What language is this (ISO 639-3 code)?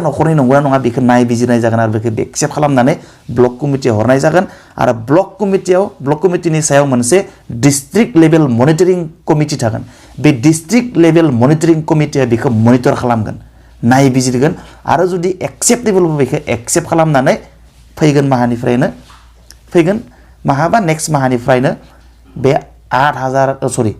brx